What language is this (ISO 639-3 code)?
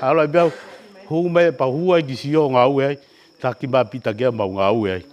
ton